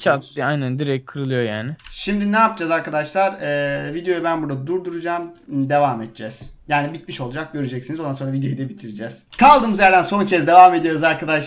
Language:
Turkish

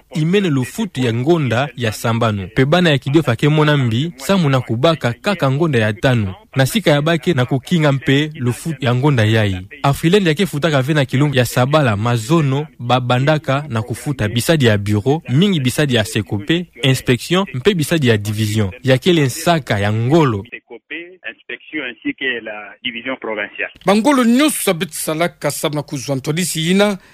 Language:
Kituba (Democratic Republic of Congo)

